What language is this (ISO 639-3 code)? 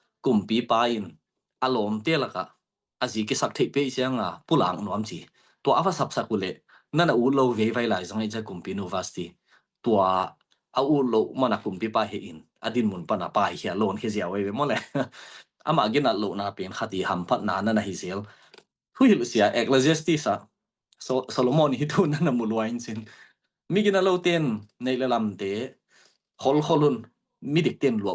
ctd